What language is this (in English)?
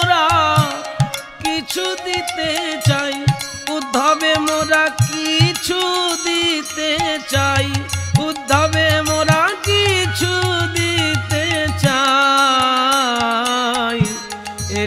Bangla